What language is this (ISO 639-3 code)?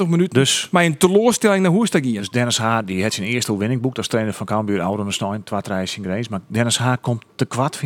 fry